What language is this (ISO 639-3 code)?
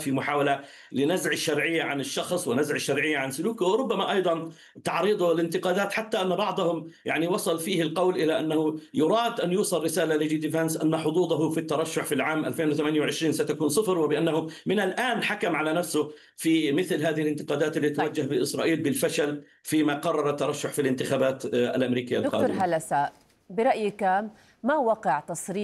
ara